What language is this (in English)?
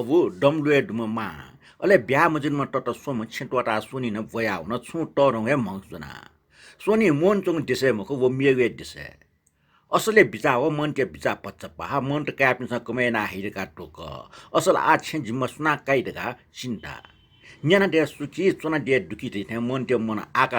Newari